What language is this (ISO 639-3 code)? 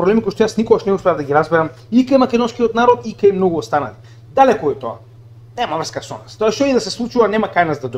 mkd